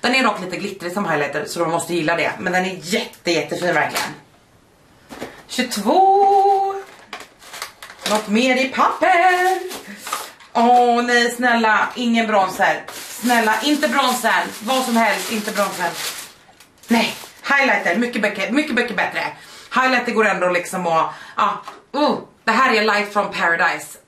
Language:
Swedish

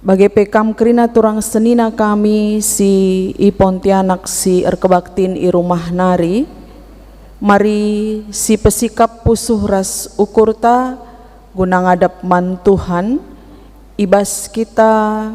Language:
Batak Karo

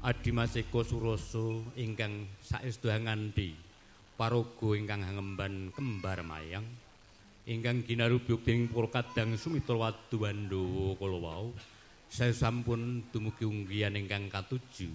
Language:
Javanese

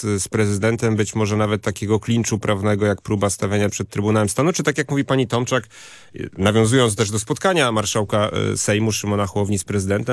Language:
Polish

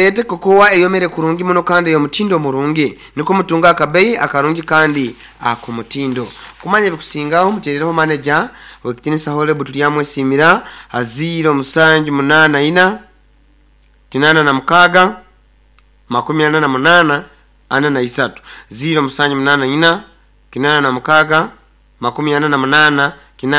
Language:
Nyoro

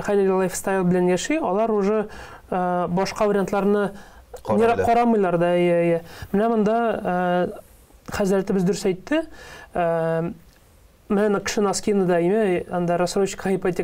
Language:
Tatar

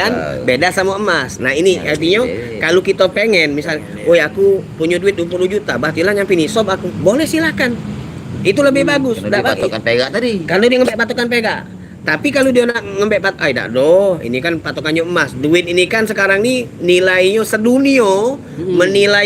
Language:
Musi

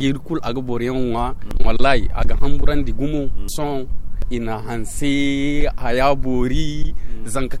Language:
Zarma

